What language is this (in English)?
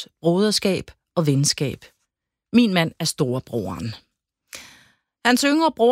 Danish